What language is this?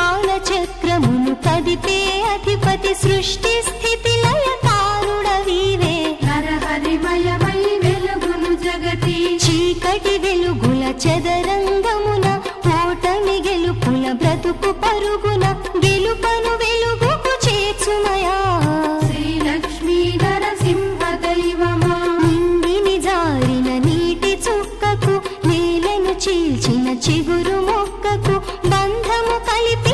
Telugu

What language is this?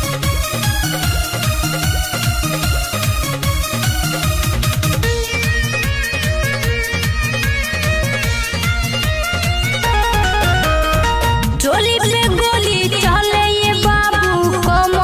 Bhojpuri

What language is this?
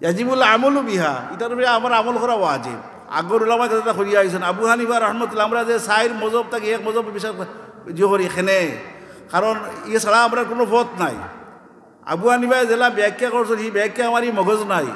Sylheti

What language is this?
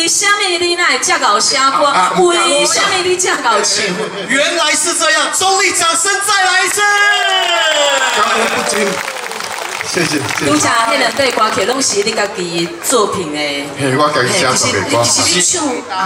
Min Nan Chinese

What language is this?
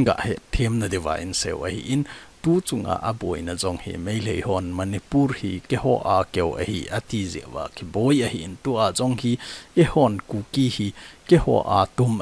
Thado Chin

